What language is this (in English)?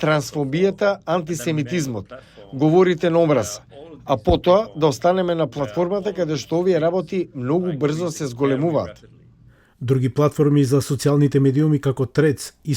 Macedonian